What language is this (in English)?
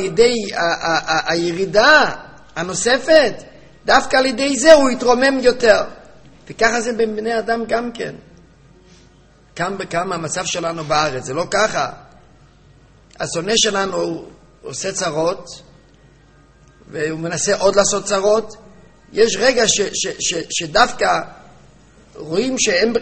Hebrew